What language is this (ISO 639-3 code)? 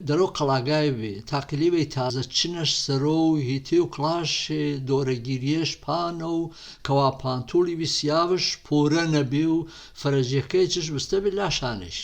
hac